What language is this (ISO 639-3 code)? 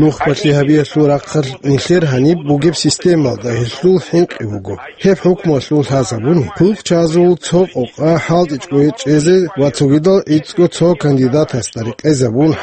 ava